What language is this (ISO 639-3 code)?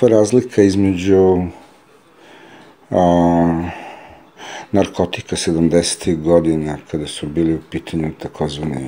srp